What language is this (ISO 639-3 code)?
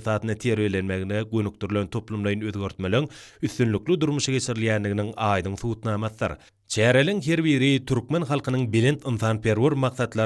tuk